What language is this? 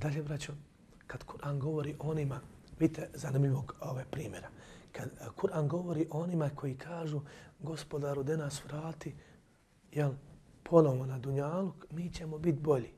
Bosnian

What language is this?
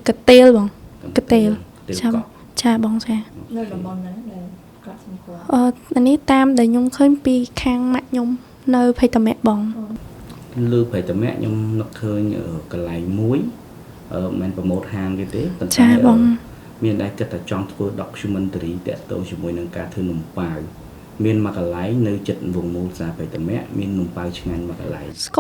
Khmer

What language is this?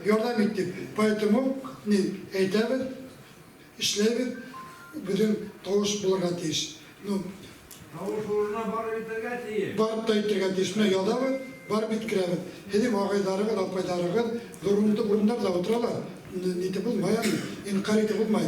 Bashkir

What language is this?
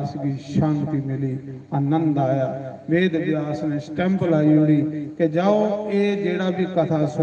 Dogri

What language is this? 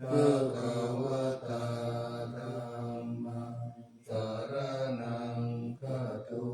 Pali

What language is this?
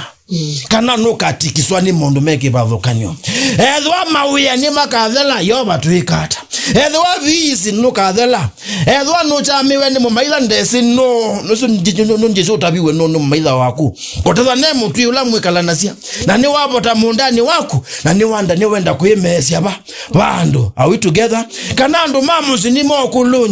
Kamba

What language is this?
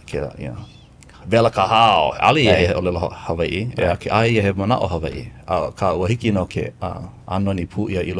Hawaiian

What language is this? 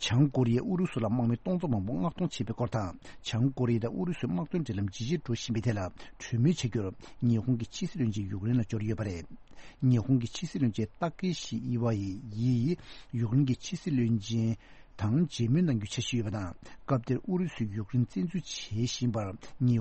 Tibetan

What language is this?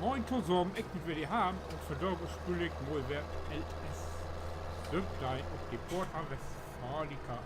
Low German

